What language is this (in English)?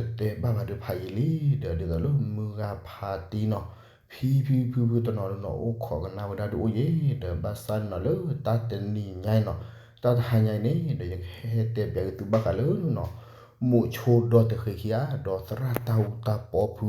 S'gaw Karen